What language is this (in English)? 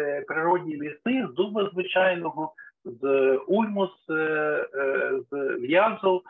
Ukrainian